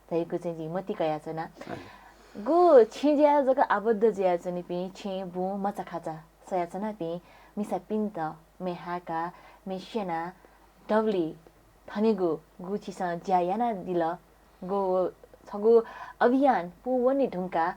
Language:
Newari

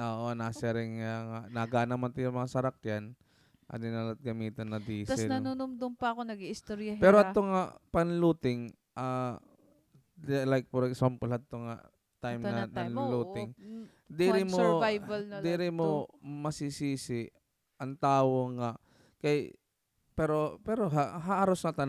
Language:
Waray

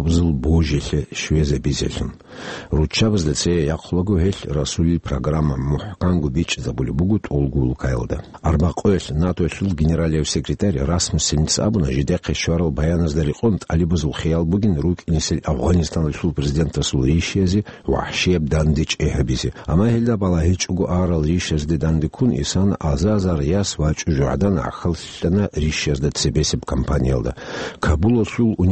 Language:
Avaric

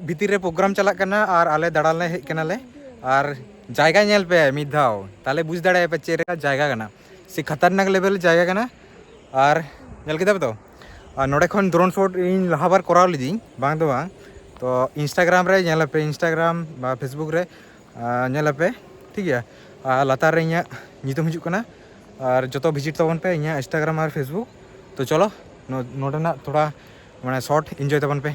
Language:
Santali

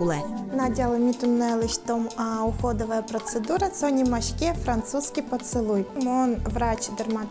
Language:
Udmurt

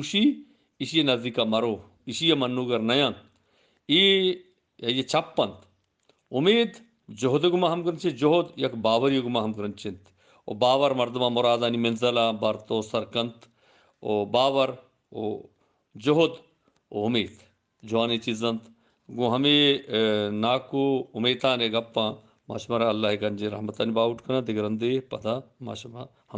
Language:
Eastern Balochi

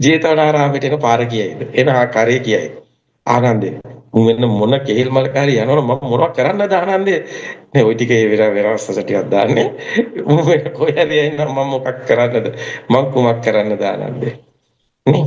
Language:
Sinhala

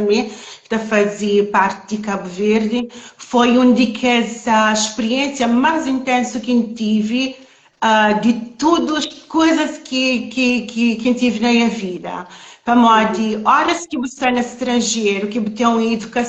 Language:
Kabuverdianu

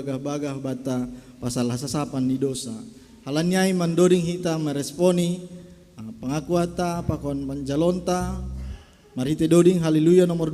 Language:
Batak Simalungun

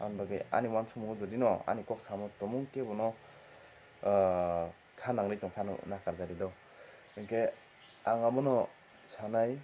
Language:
Kok Borok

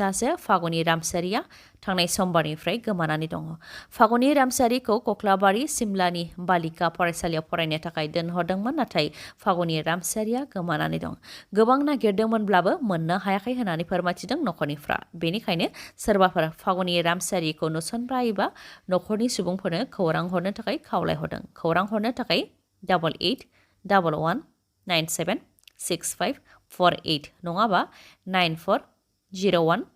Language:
Bodo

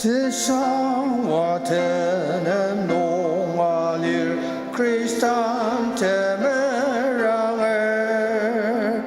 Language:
Ao Naga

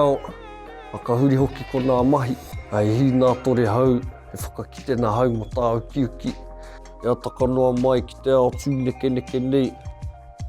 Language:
Māori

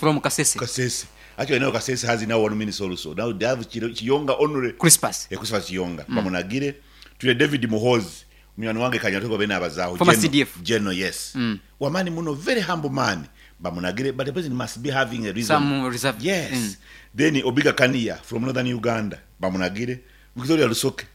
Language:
Nyankole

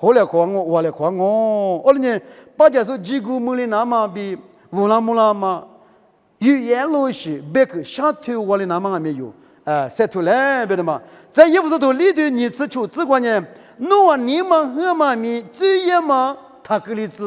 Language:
Lisu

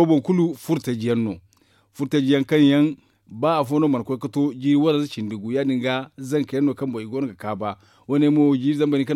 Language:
Zarma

